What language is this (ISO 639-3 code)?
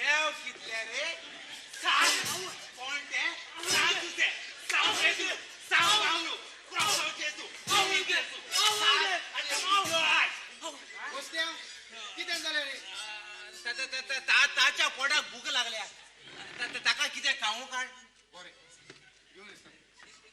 kok